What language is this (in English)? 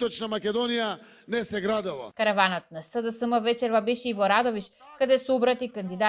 Macedonian